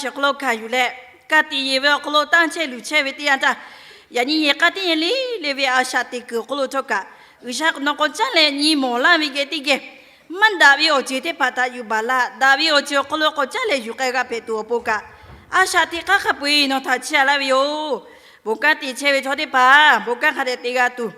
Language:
Lahu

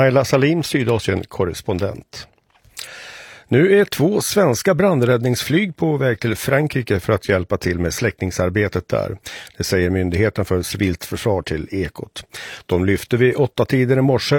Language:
Swedish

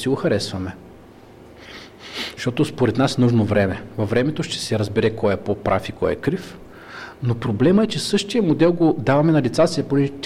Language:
Bulgarian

